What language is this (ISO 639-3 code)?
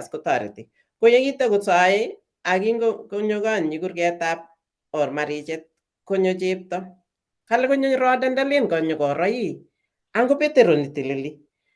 kln